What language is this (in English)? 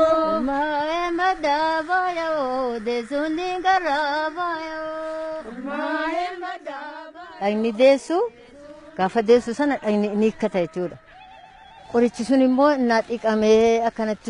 Oromo